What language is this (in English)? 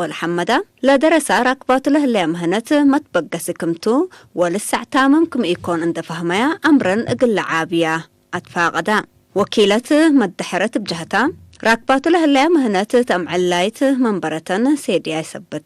Tigre